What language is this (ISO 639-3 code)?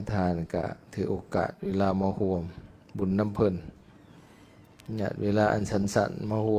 lao